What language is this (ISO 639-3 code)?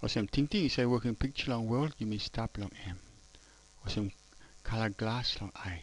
tpi